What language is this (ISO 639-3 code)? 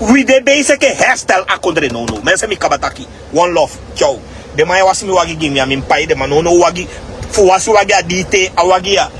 srn